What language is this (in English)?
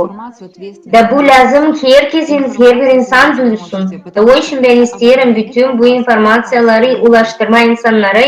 Gagauz